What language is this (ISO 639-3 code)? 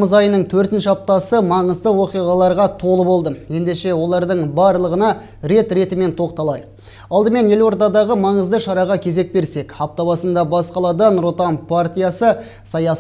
kaz